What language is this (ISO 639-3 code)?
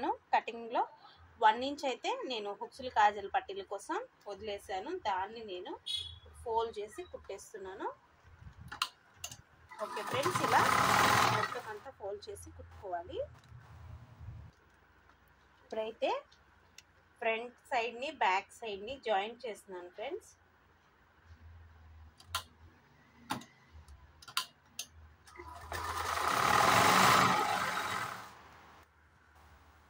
tel